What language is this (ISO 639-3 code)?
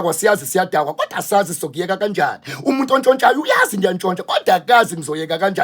zul